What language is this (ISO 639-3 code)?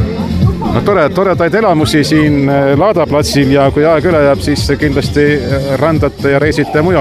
est